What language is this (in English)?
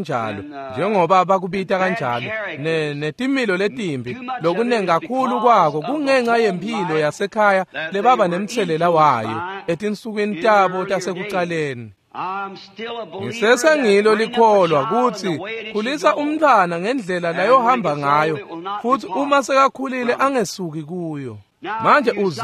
Swati